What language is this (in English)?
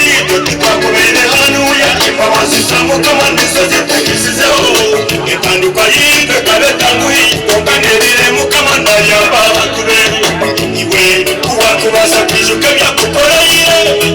Nyankole